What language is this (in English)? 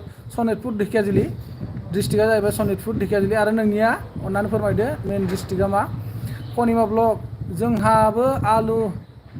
Bodo